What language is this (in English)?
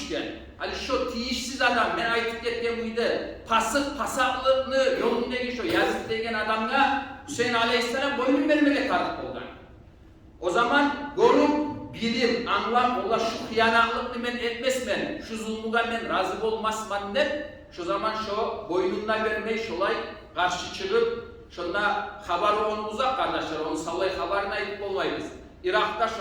Kumyk